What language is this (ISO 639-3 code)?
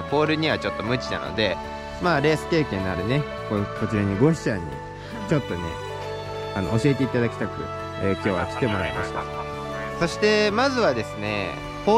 jpn